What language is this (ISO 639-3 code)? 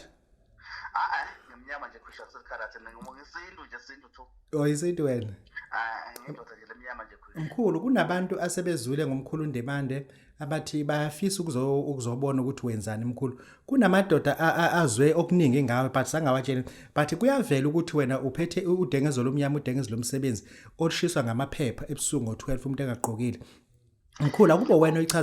zul